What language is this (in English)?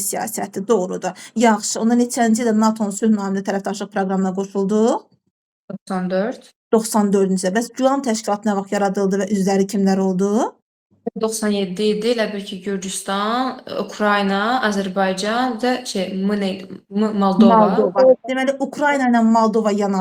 Azerbaijani